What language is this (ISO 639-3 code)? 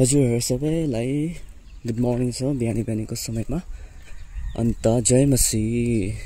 nep